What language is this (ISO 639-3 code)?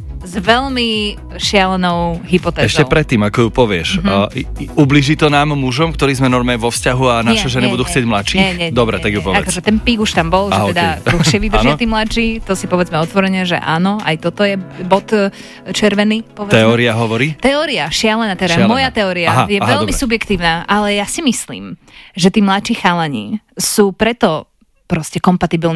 slk